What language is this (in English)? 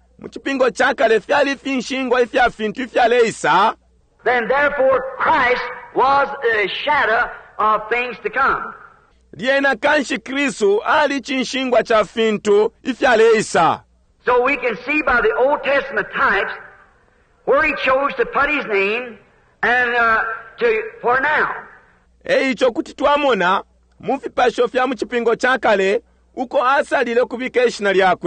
Bemba